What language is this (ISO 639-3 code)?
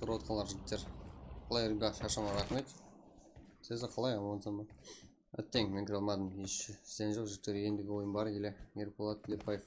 kaa